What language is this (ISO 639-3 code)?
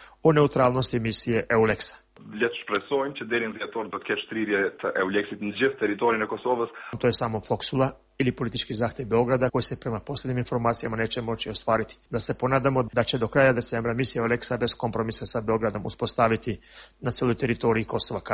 srp